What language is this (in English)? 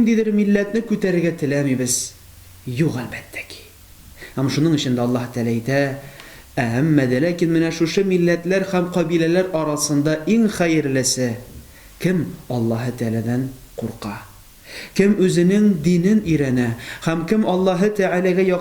Tatar